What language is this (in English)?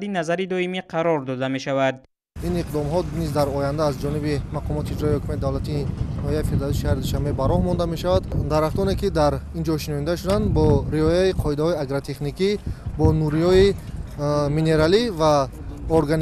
Tajik